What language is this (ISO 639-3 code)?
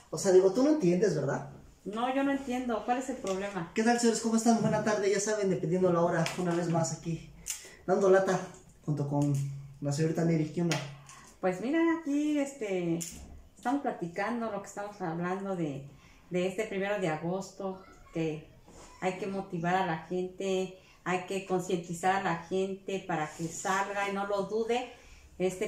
spa